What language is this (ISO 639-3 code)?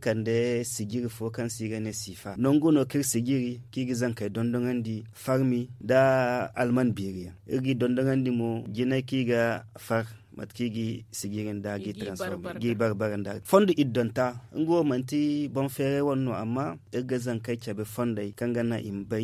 dje